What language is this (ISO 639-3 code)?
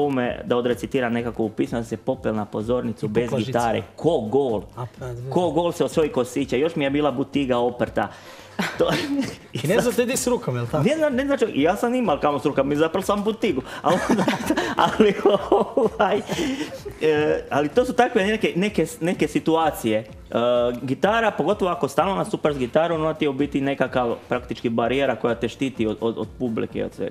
hrv